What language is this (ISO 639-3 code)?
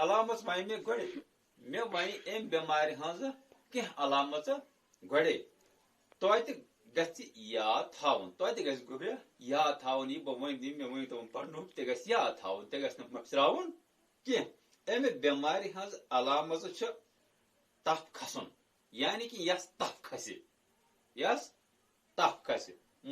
kas